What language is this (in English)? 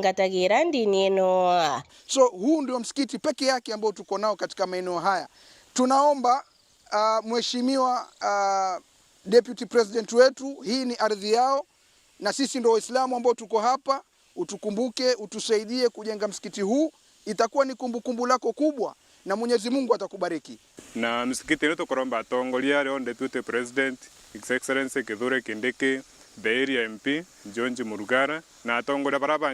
Meru